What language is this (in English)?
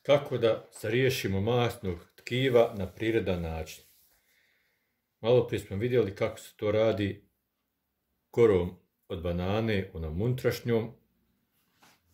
Croatian